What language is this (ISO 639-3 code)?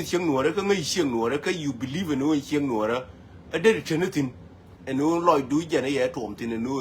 nus